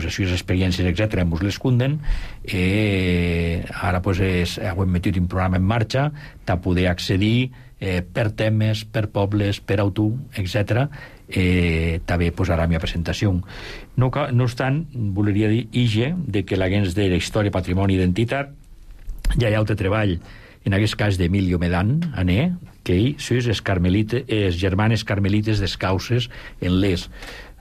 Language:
Catalan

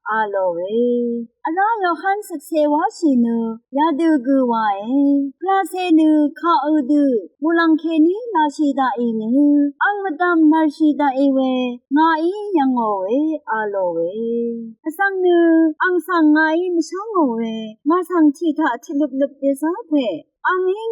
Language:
Rawang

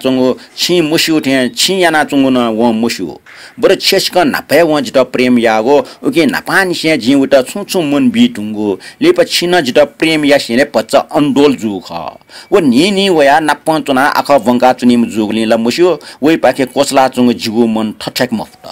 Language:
Newari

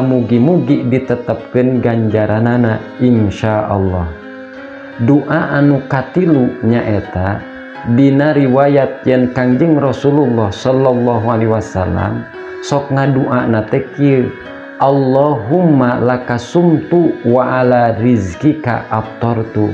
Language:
Sundanese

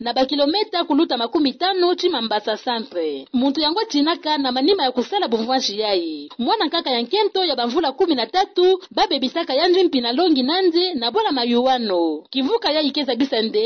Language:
Kituba (Democratic Republic of Congo)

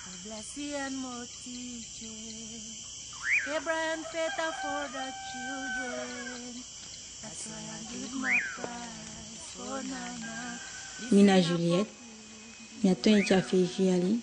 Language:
Eastern Maroon Creole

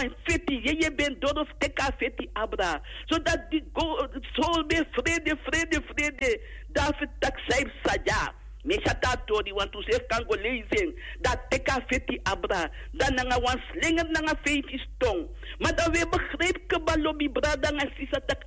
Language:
Sranan Tongo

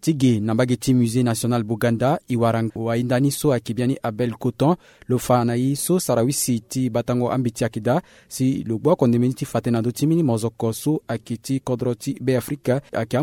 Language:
Sango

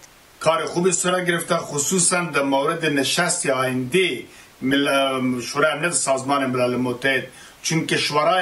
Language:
Persian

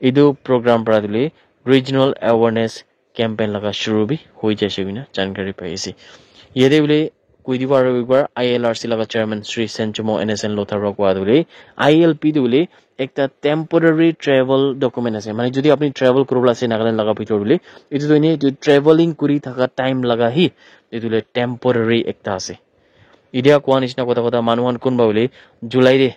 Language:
Naga Pidgin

